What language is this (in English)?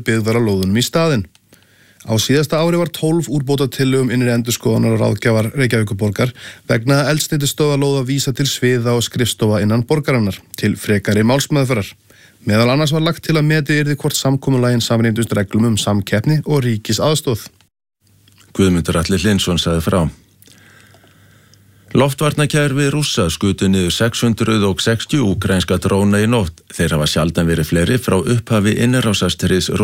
Icelandic